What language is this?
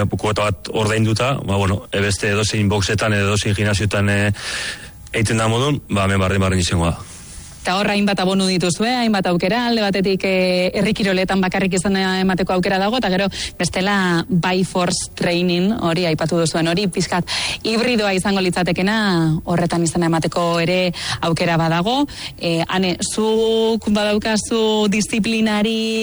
Basque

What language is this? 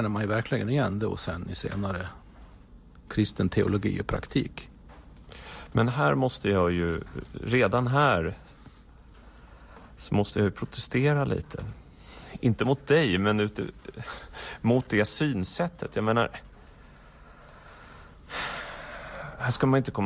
Swedish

